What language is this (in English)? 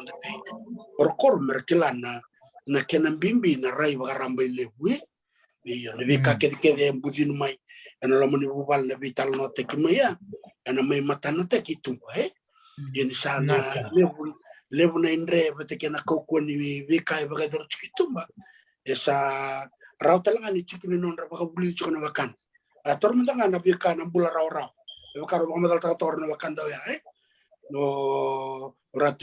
Fijian